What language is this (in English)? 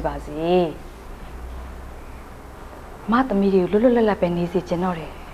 Burmese